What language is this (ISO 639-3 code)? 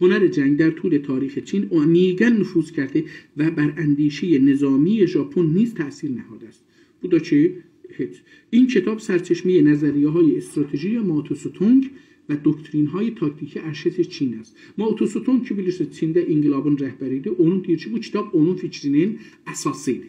azb